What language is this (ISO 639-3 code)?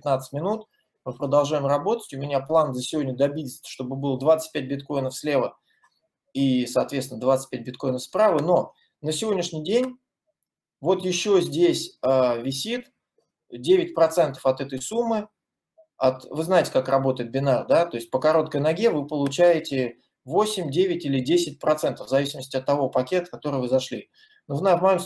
rus